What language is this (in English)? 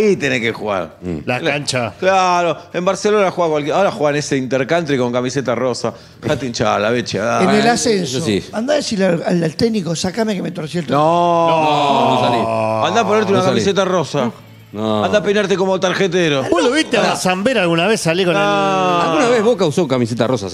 Spanish